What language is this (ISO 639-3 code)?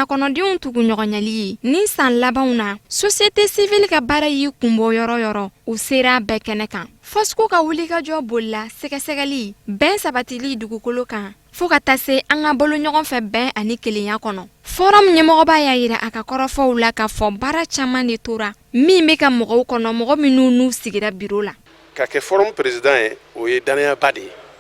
bam